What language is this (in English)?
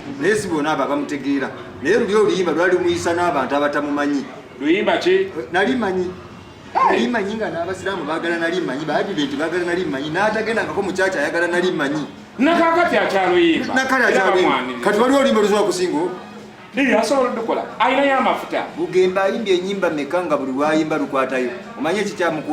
Ganda